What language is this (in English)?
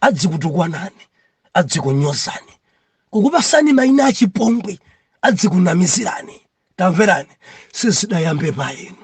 Nyanja